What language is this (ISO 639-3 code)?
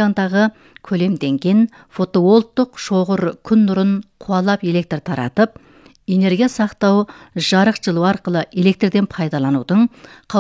kaz